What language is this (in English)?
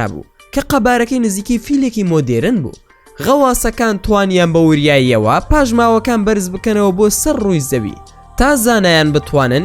Central Kurdish